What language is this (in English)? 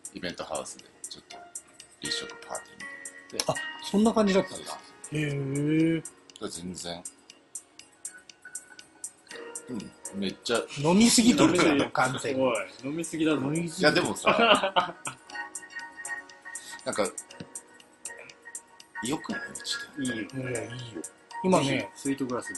Japanese